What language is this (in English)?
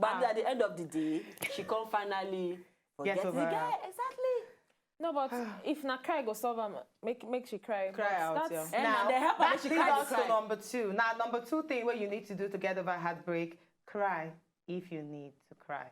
Nigerian Pidgin